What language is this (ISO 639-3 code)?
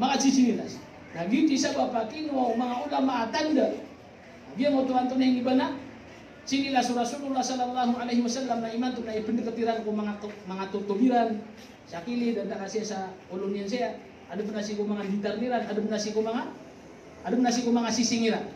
mrw